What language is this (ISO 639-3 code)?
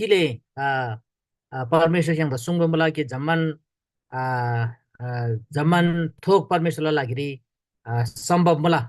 taj